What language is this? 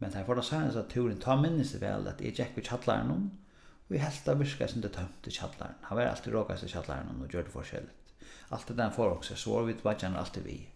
Faroese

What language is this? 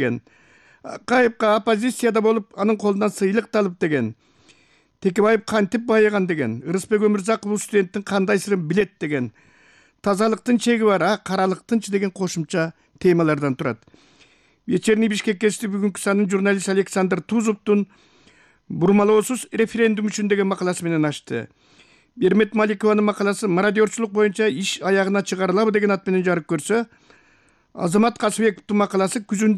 Kyrgyz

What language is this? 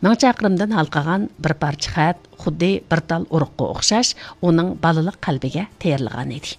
Uyghur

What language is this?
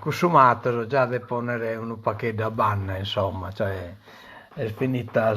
Sardinian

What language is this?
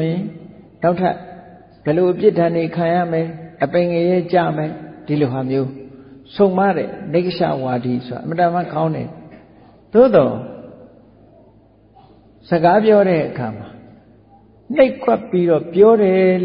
Burmese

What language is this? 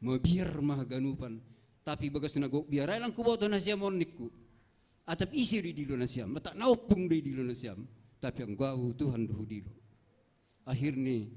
Batak Simalungun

